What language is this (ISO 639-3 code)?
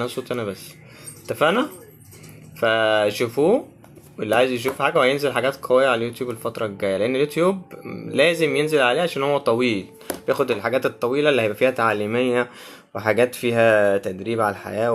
arz